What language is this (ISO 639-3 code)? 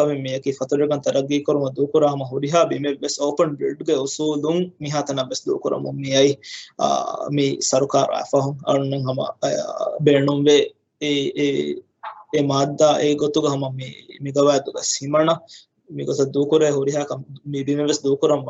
div